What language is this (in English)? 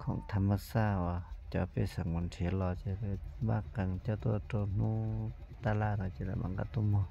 Hmong